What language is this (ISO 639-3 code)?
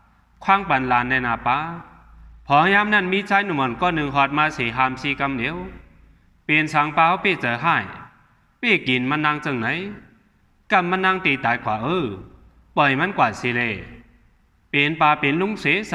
shn